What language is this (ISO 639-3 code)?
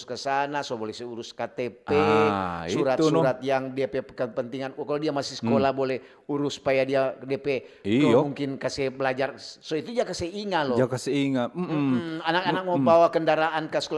xmm